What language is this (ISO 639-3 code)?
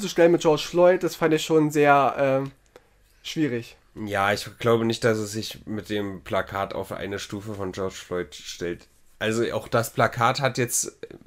deu